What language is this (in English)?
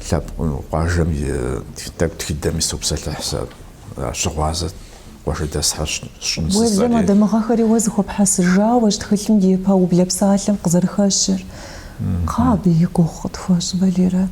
Kabardian